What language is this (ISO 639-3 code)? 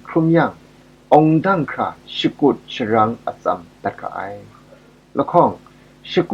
kac